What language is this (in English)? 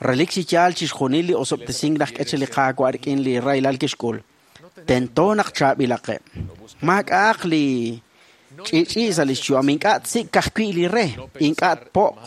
Kekchí